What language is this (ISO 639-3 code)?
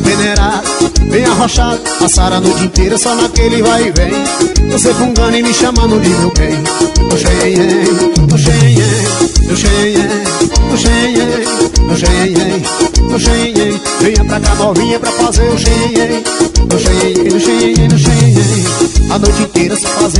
por